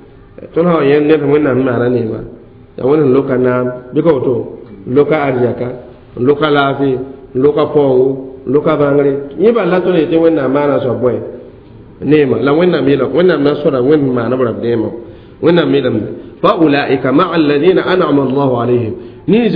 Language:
Mossi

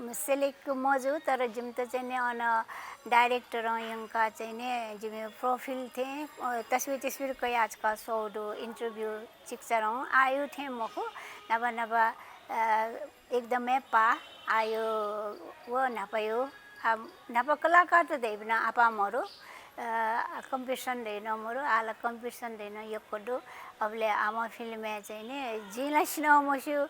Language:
Newari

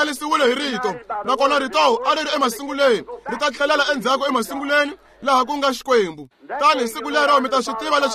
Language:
Tsonga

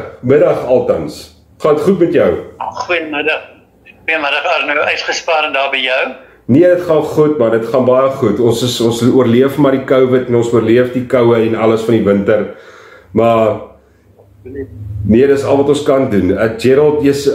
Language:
Afrikaans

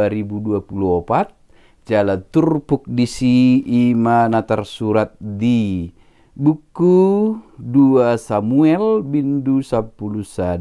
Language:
Batak Toba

